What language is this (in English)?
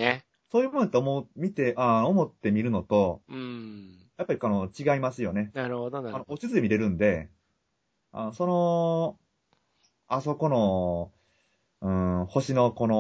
Japanese